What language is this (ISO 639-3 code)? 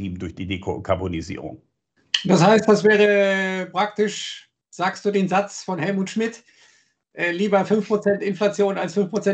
deu